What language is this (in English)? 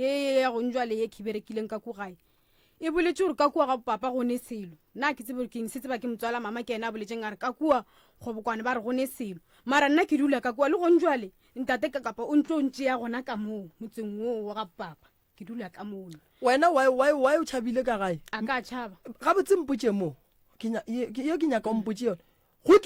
Northern Sotho